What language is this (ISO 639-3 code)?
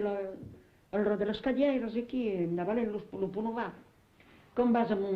oci